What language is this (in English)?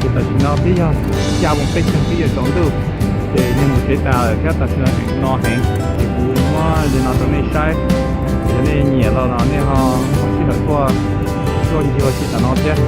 Hmong